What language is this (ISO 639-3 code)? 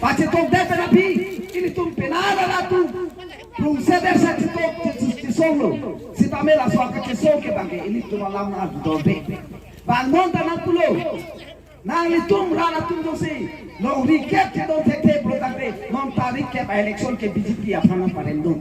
mjw